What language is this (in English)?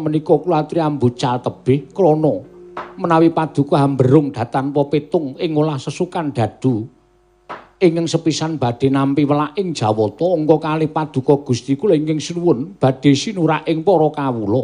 Javanese